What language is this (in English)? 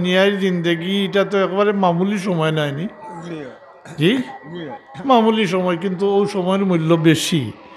Sylheti